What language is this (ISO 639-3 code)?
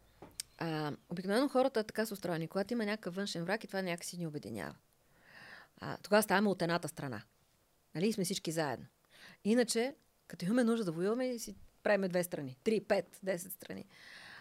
bul